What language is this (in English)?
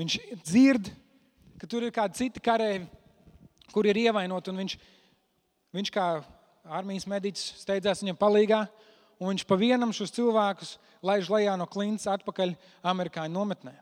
Latvian